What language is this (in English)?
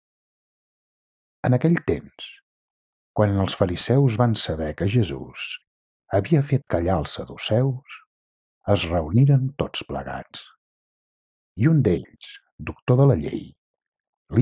Catalan